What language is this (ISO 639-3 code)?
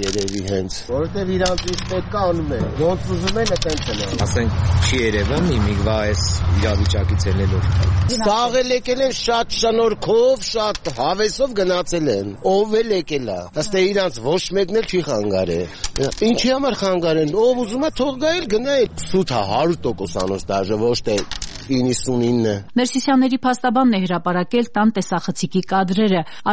hye